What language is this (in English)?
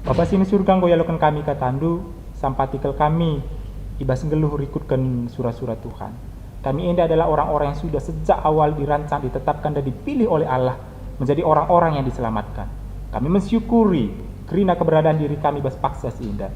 Batak Karo